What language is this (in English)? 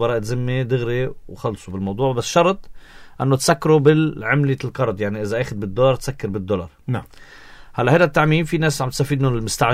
North Levantine Arabic